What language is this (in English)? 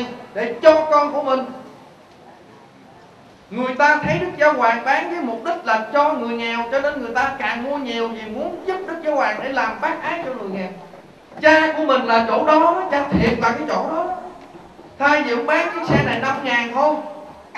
Vietnamese